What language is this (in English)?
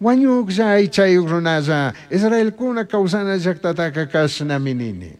Chimborazo Highland Quichua